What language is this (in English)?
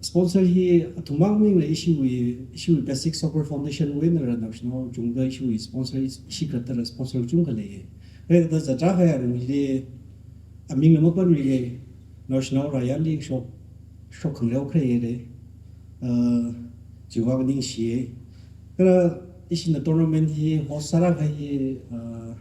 Tangkhul Naga (India)